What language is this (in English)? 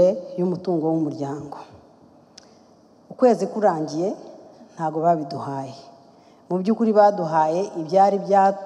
Kinyarwanda